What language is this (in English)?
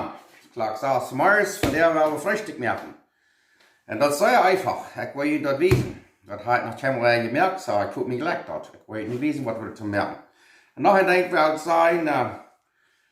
Plautdietsch